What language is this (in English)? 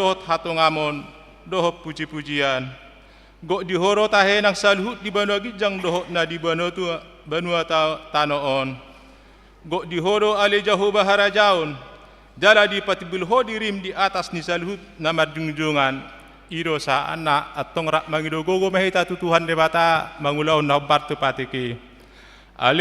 Batak Toba